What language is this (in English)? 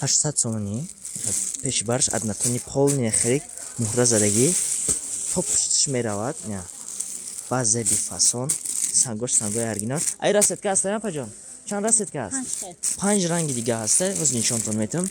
Tajik